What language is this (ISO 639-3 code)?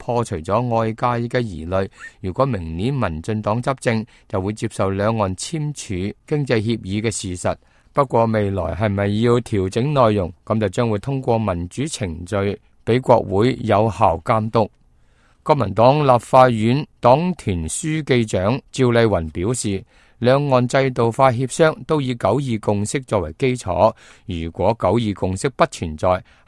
yue